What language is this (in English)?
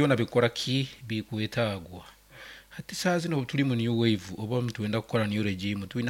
Nyankole